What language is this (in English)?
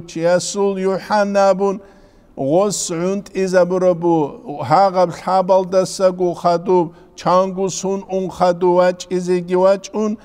Avaric